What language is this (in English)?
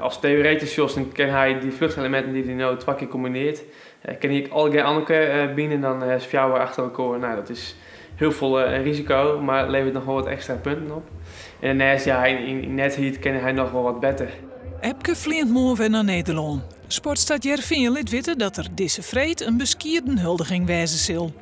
Western Frisian